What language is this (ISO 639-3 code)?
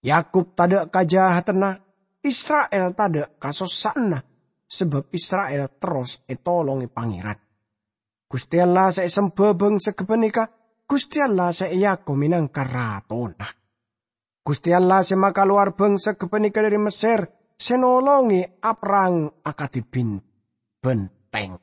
mad